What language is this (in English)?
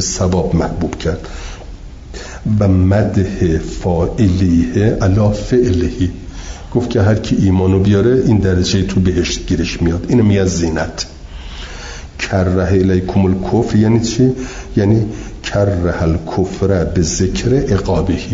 Persian